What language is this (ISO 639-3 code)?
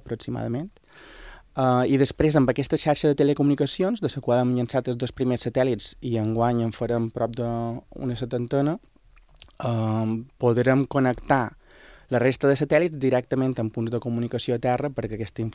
cat